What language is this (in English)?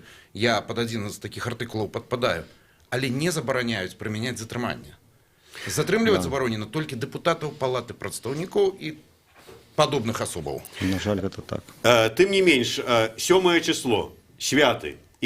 Belarusian